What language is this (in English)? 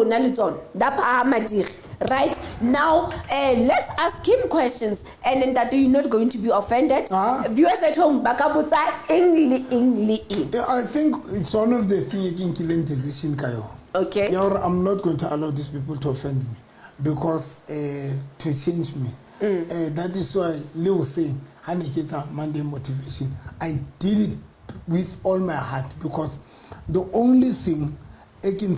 Southern Sotho